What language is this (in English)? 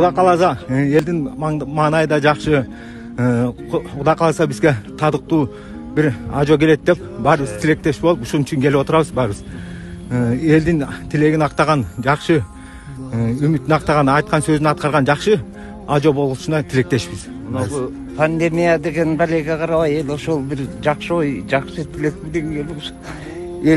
Kyrgyz